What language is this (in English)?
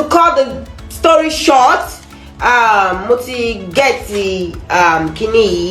Nigerian Pidgin